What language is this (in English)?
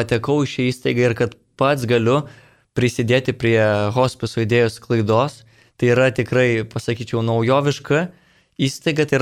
Lithuanian